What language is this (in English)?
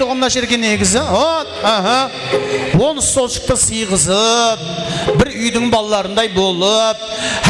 Kara-Kalpak